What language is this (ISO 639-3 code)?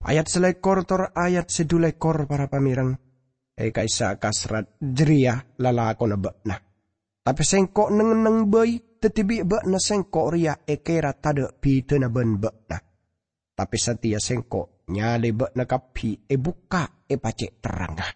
mad